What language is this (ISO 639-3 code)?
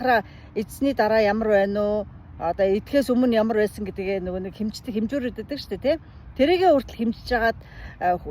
mon